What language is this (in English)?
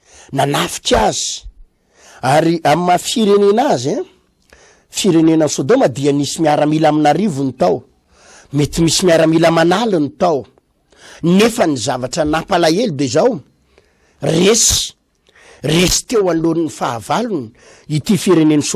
Malagasy